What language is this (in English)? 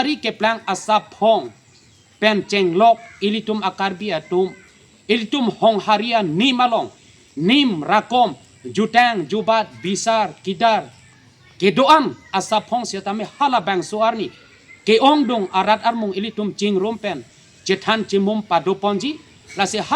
Karbi